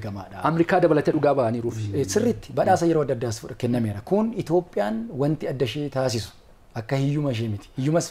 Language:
Oromo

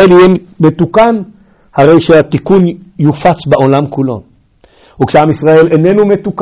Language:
Hebrew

